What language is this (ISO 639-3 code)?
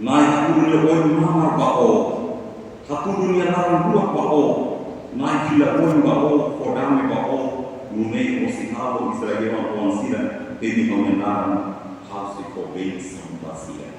tet